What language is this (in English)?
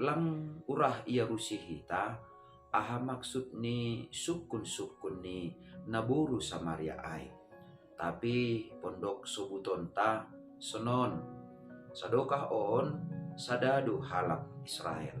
Batak Simalungun